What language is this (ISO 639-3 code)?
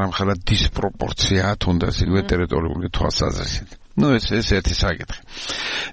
kat